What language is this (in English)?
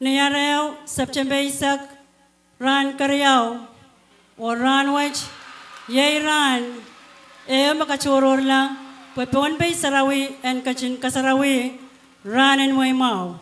Pohnpeian